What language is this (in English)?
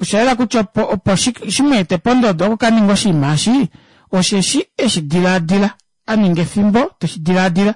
Kuanyama